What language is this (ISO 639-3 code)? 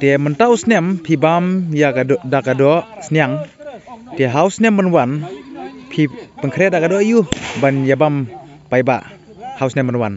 kha